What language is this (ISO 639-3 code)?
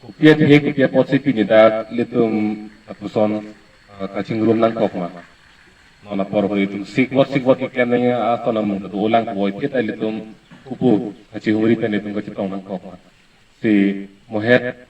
mjw